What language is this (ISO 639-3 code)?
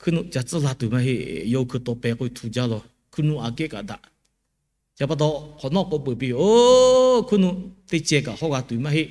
lhu